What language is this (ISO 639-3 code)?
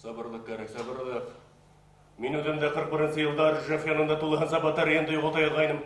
bak